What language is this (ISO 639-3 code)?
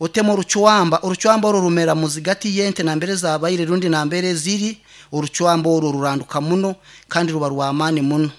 nyn